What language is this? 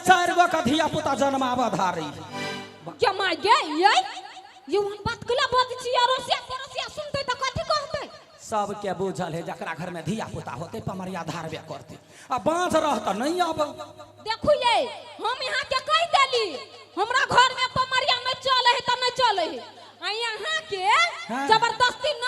Maithili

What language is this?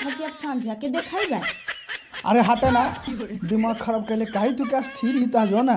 Magahi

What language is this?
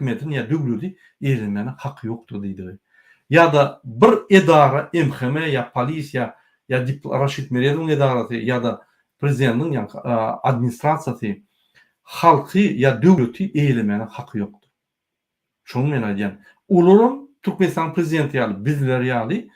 Turkmen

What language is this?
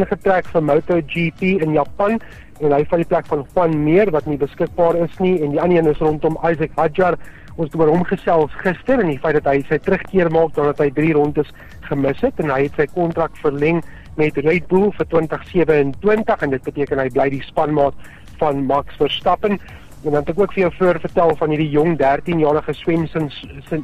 Afrikaans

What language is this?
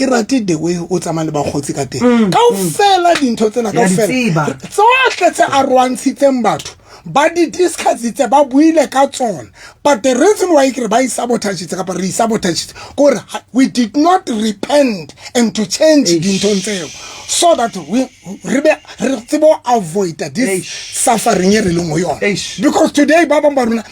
Southern Sotho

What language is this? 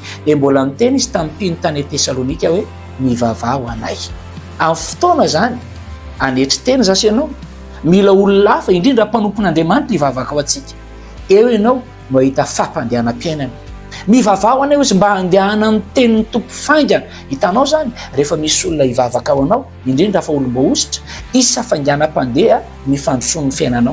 Malagasy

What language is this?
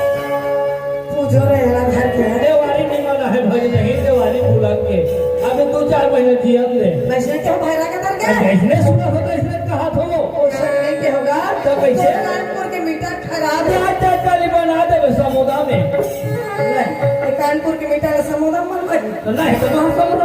Chhattisgarhi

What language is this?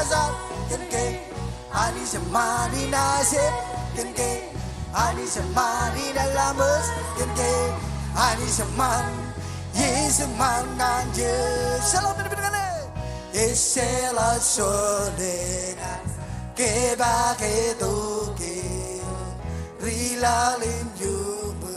Marshallese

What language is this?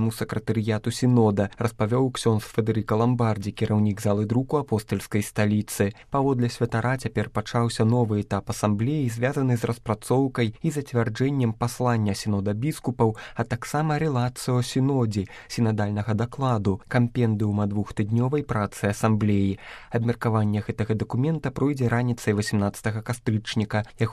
Belarusian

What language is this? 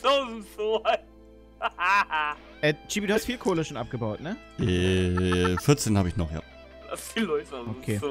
German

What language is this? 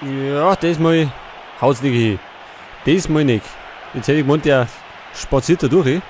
Bavarian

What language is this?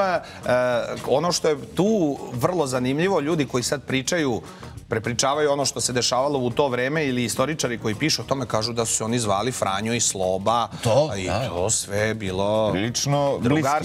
Serbian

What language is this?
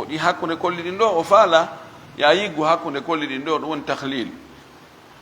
Fula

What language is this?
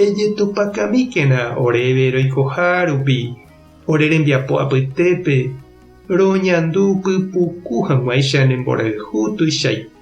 Guarani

